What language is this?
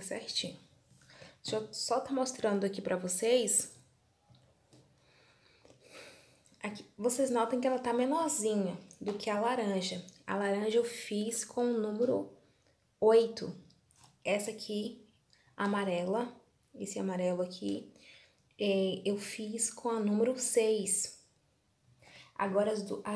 Portuguese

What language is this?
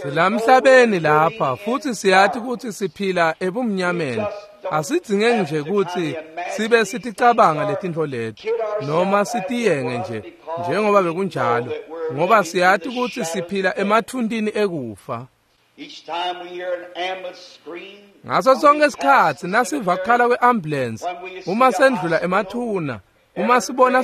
Swati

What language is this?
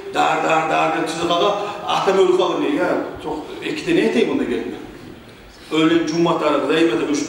Kumyk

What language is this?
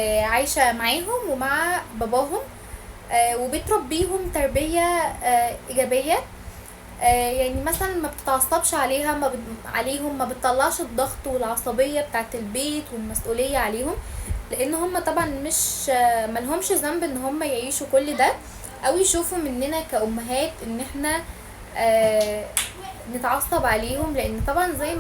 Egyptian Arabic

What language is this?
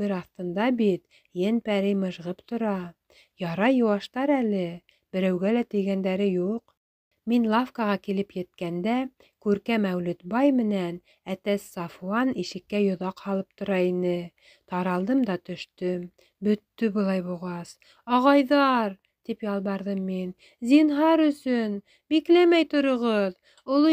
Bashkir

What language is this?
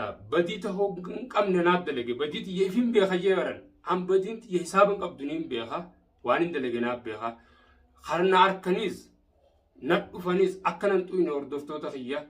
Oromo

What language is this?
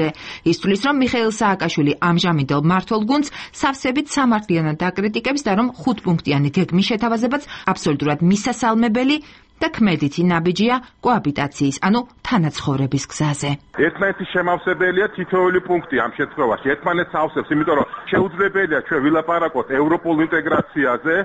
Georgian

